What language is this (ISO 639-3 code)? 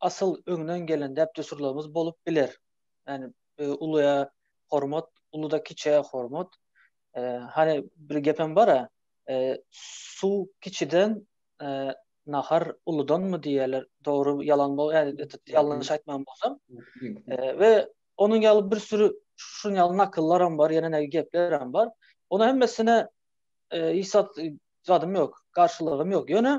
tuk